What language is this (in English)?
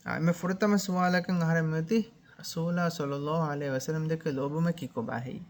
Divehi